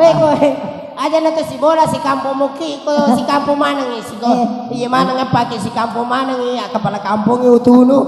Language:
Buginese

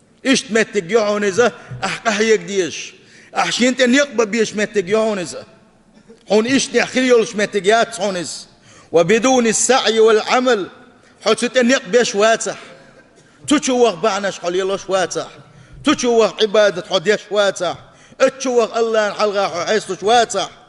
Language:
Chechen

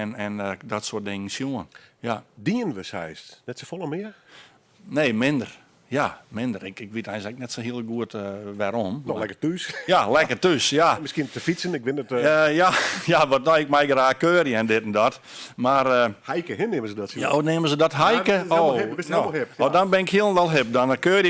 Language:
Western Frisian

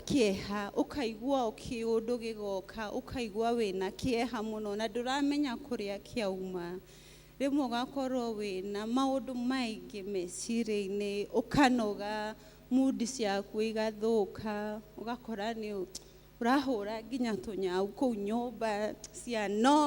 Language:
Kikuyu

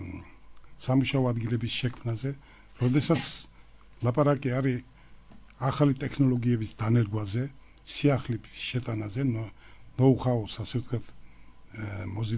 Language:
Georgian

